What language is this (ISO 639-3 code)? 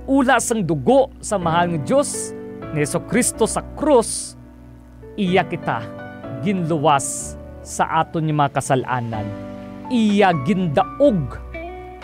hil